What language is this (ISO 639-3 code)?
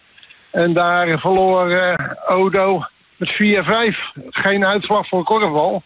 nld